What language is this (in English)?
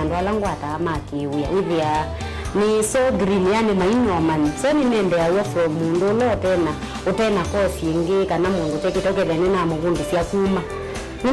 Kamba